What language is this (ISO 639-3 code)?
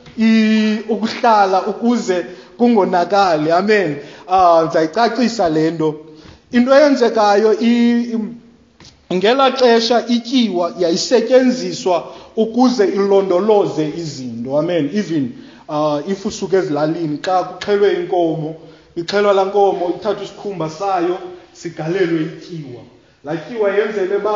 xho